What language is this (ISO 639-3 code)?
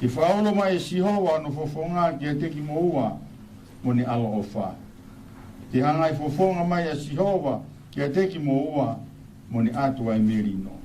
ton